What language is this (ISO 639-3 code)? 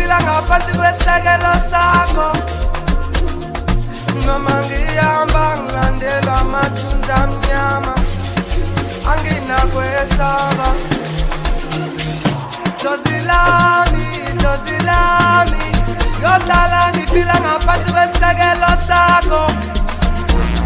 zul